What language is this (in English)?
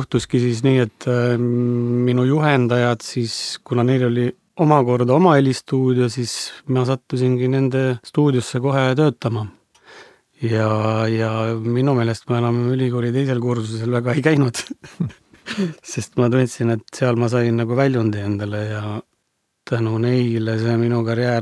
Estonian